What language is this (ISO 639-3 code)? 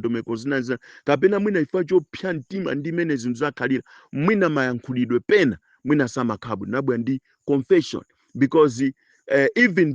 nya